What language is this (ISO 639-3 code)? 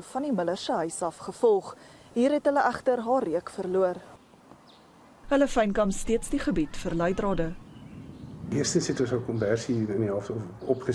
afr